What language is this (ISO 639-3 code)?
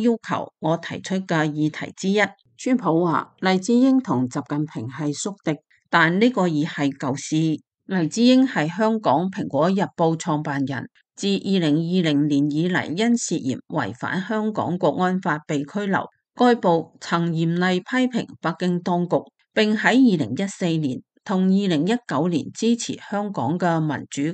yue